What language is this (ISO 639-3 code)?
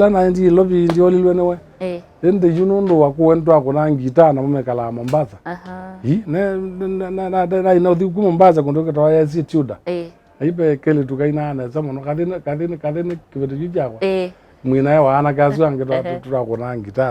kam